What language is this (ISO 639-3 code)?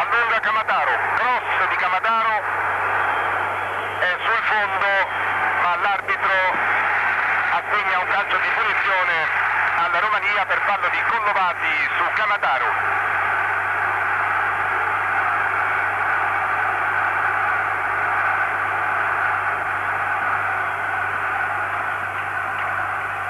ita